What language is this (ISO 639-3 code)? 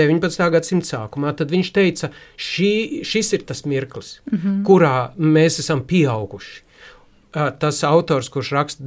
lav